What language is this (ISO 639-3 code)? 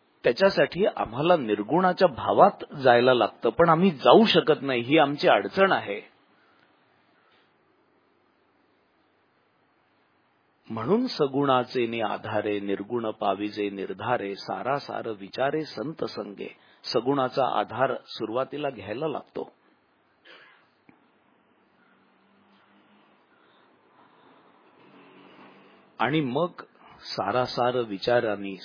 mar